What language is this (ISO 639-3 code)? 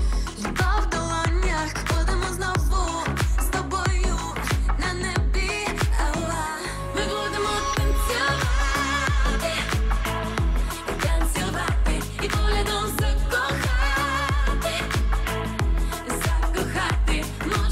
ukr